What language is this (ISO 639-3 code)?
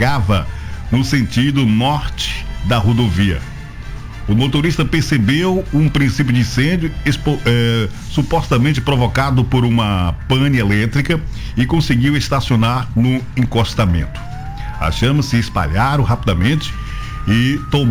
por